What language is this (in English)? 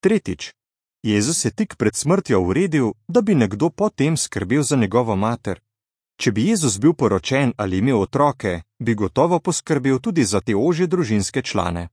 Slovenian